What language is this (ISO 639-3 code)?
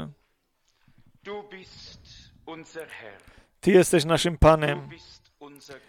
pol